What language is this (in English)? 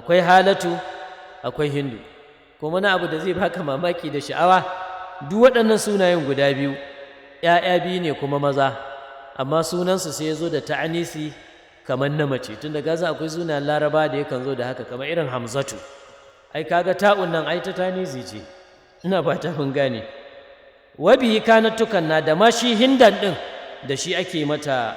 Hausa